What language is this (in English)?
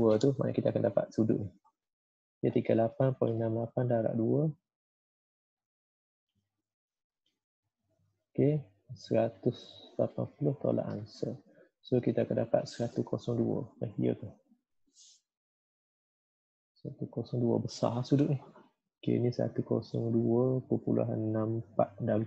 Malay